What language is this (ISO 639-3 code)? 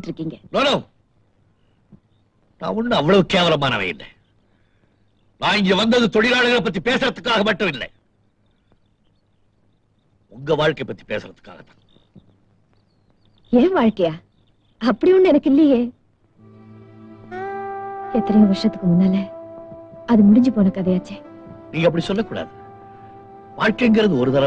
tam